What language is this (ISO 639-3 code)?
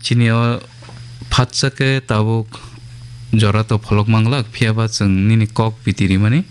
trp